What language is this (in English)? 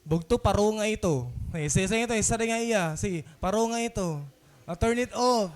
Waray